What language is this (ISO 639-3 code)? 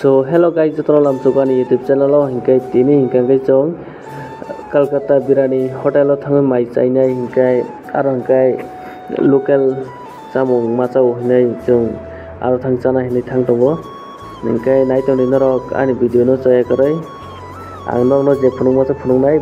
trp